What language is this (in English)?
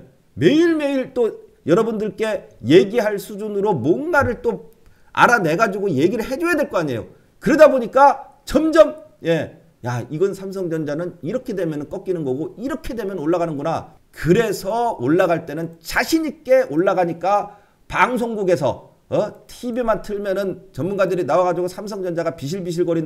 Korean